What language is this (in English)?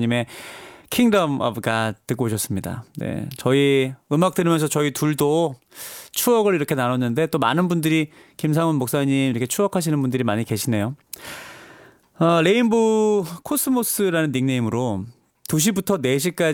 Korean